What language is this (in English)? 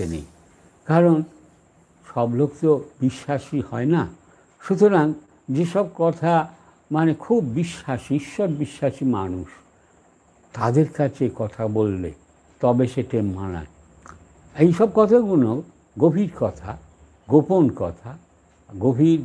Bangla